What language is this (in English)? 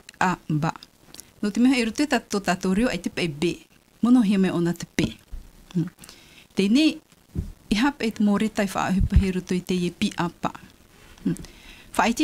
Tahitian